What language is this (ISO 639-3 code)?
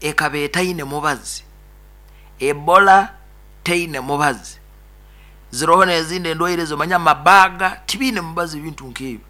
nyo